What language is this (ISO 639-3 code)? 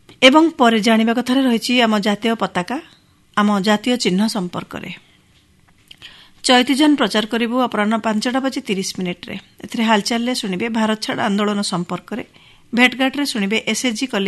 ori